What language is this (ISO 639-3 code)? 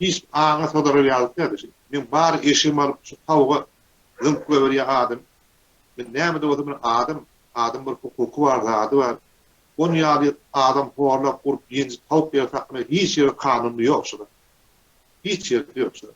tuk